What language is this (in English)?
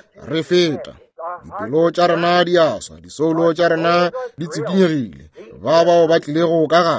Northern Sotho